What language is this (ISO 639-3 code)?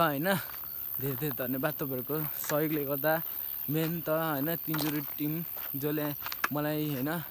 nep